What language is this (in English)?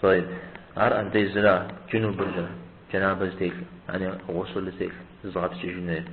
Kabardian